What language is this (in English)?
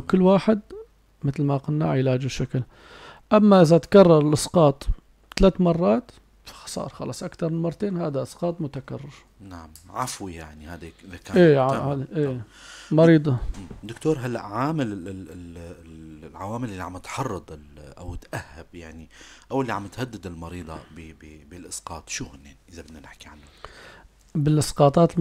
North Levantine Arabic